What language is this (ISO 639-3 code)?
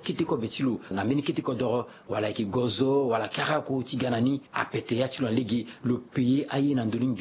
sag